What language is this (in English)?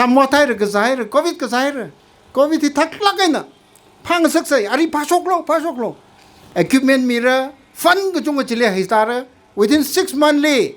Tangkhul Naga (India)